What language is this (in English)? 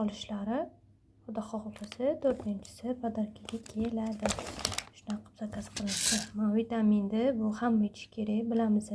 Uzbek